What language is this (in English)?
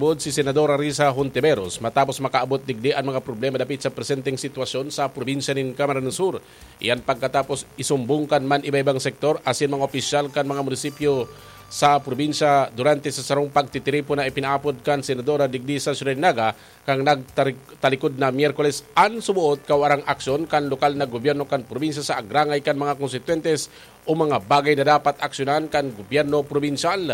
Bikol